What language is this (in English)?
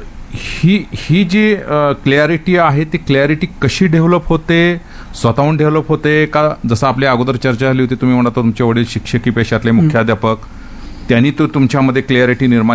Marathi